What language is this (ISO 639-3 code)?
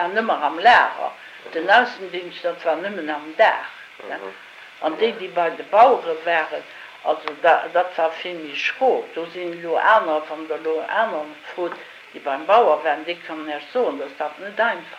ltz